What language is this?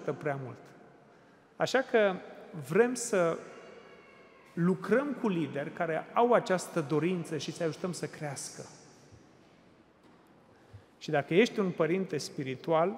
Romanian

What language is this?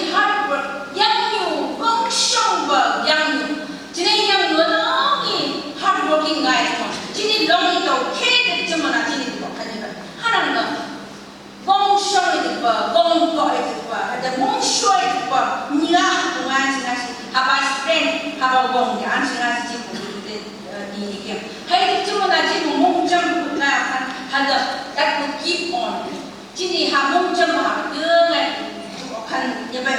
Phom Naga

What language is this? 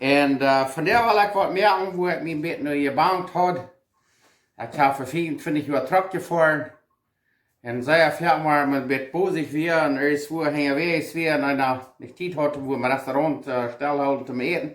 Plautdietsch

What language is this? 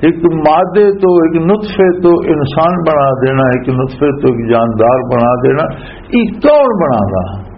Western Panjabi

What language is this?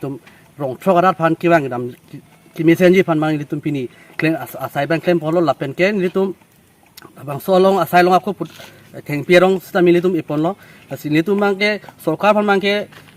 Karbi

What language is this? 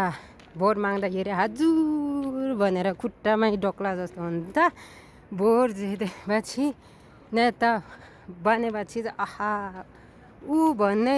Nepali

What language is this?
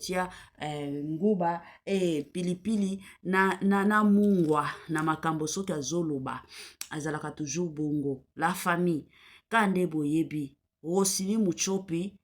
Lingala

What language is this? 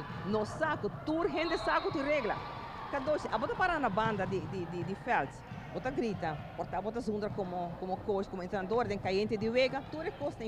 Papiamento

